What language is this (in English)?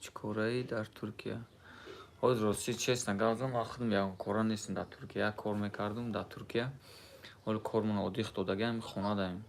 Tajik